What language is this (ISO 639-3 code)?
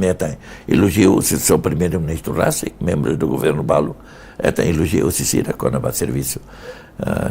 tet